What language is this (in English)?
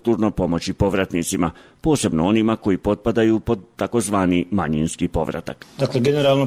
Croatian